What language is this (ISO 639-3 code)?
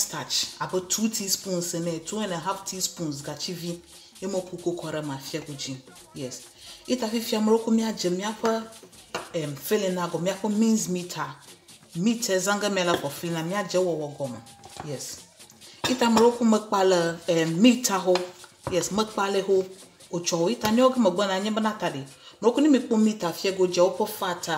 ewe